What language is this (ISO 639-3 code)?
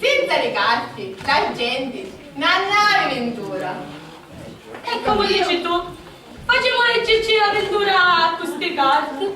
scn